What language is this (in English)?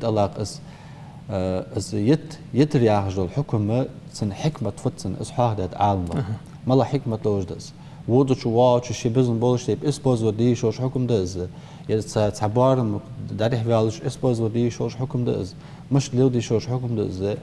Ingush